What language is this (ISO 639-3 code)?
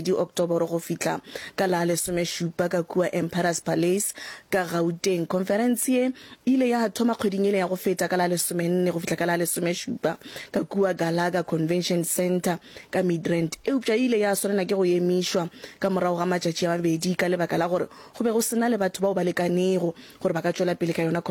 nso